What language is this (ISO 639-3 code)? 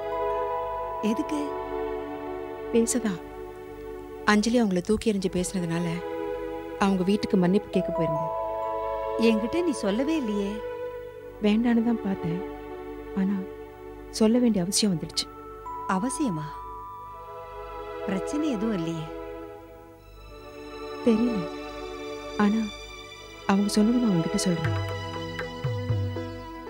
tam